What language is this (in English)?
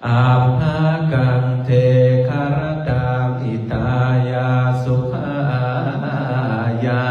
Pali